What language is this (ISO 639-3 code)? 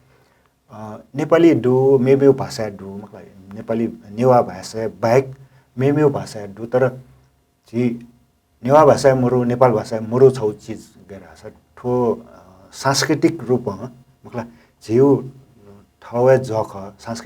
new